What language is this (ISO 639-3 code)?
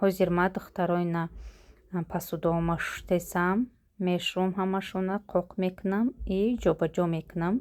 tgk